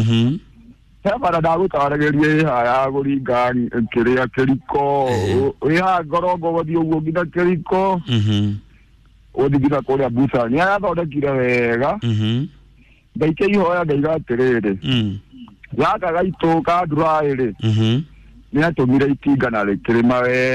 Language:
Kikuyu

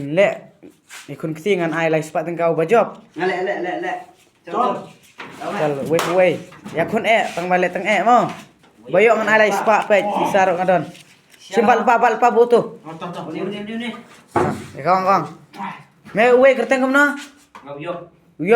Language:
Khasi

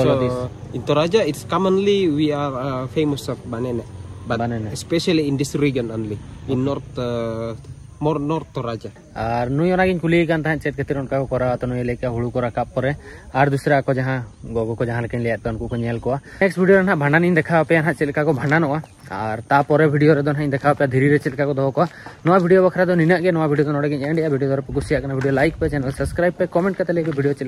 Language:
Santali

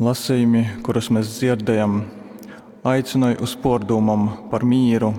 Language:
Latgalian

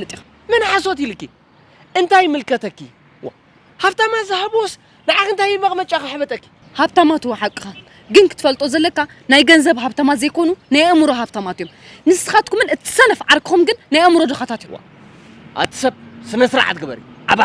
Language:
Tigrinya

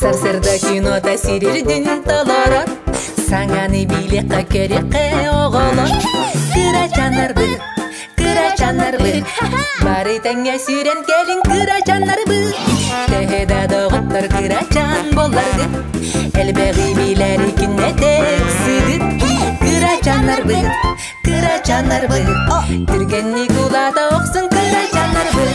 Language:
Yakut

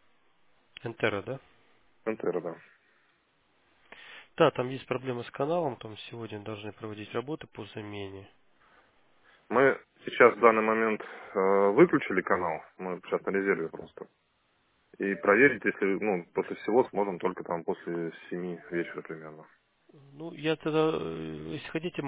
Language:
Russian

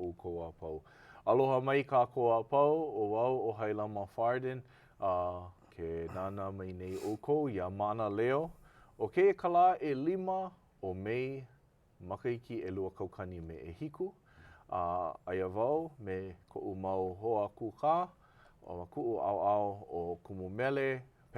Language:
Hawaiian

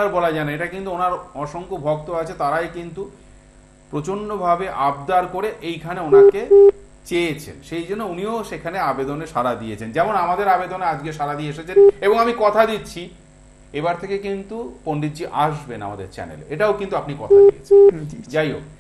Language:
Bangla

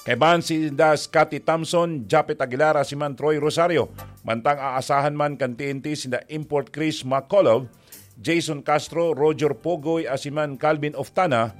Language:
Bikol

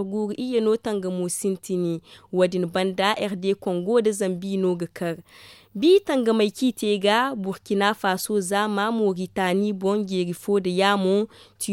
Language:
Zarma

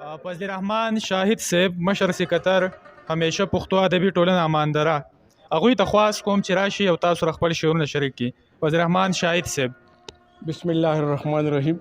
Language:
Pashto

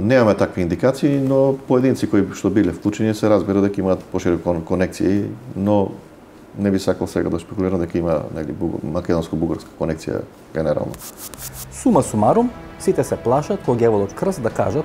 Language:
Macedonian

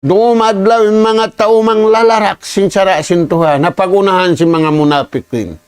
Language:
Tausug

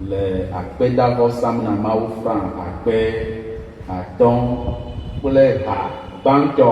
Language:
Ewe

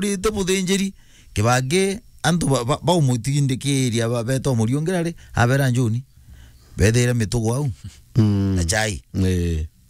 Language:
Meru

